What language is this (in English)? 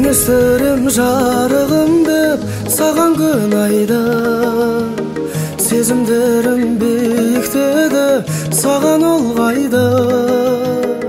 Kazakh